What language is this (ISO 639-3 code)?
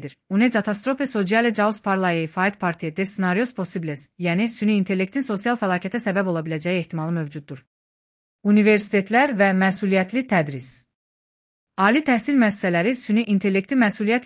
aze